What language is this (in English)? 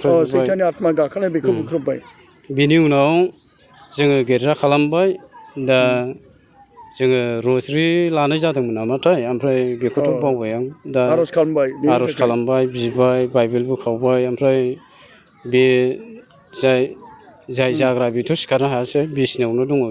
Bodo